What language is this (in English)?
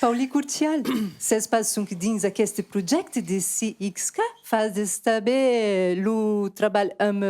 Occitan